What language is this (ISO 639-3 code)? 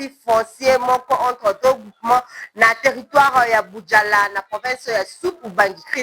lin